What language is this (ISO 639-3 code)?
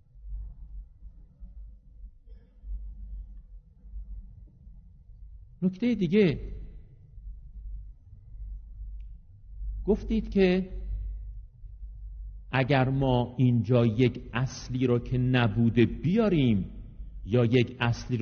fas